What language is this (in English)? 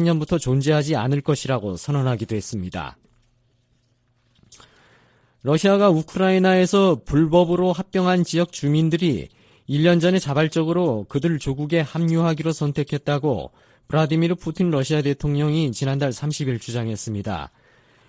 Korean